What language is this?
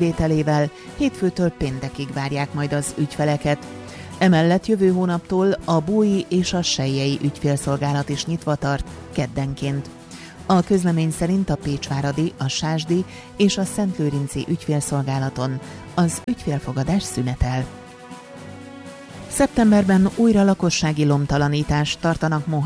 Hungarian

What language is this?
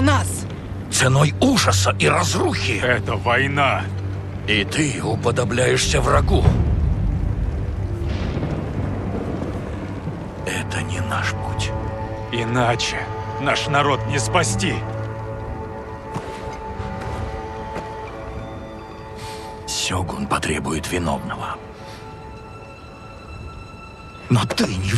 Russian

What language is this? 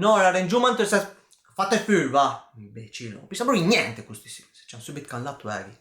Piedmontese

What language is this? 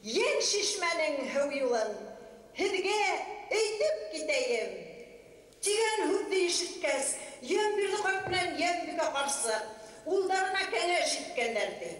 Bashkir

